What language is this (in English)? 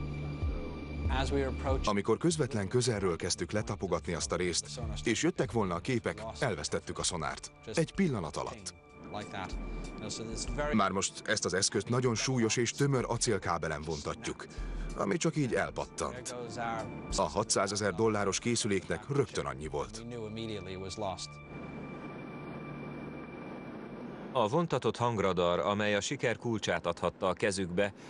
Hungarian